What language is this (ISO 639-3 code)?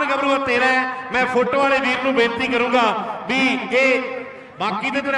pan